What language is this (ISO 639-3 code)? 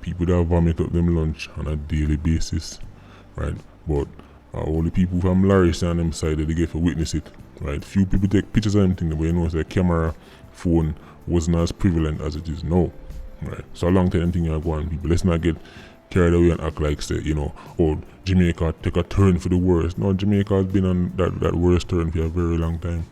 jam